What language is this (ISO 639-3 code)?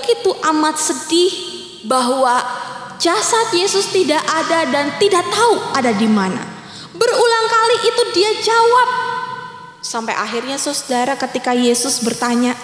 ind